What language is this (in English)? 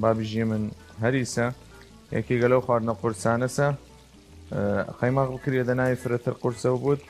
Southern Kurdish